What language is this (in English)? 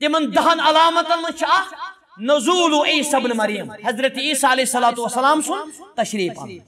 Kashmiri